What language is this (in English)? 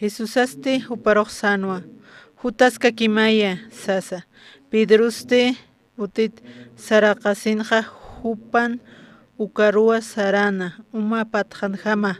Aymara